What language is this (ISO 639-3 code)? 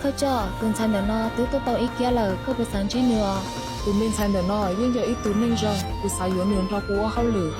hmn